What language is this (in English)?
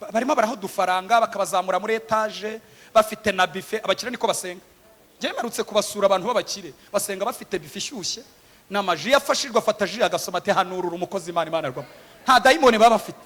Kinyarwanda